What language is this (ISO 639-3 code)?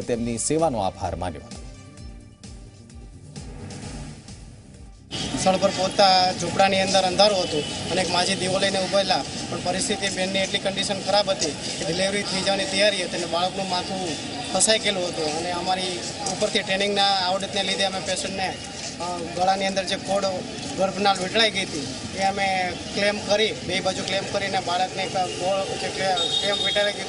guj